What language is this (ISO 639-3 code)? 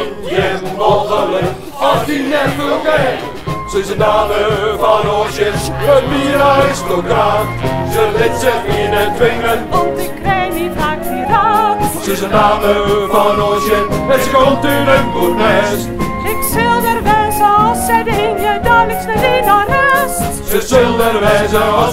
fry